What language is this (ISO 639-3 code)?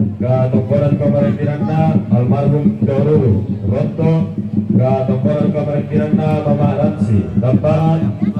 sda